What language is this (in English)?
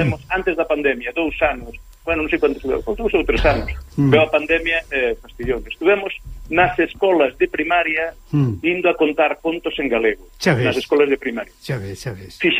Galician